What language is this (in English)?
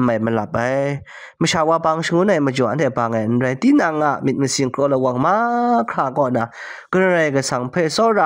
Kachin